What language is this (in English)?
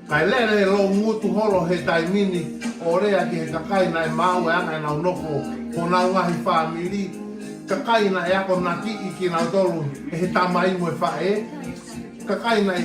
Tongan